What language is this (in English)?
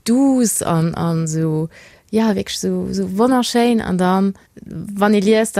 Luxembourgish